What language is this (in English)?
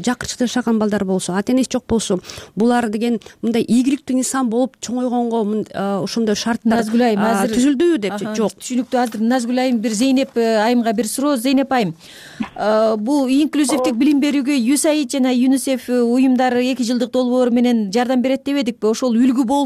Kyrgyz